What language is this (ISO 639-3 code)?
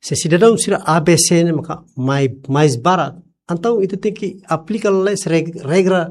tet